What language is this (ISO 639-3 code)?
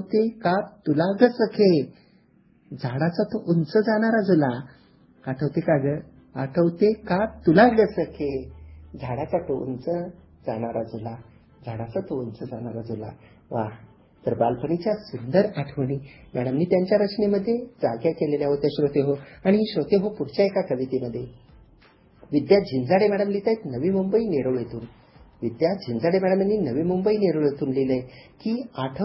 mar